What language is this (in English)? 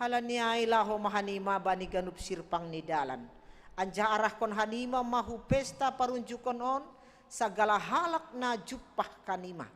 Batak Simalungun